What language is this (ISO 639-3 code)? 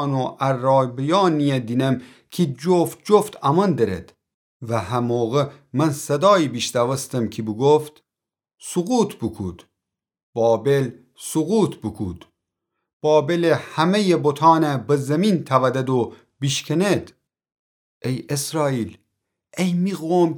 glk